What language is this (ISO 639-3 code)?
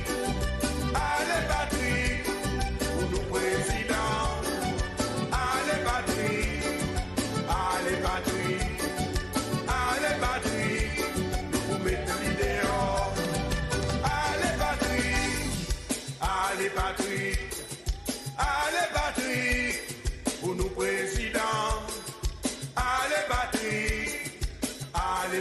crs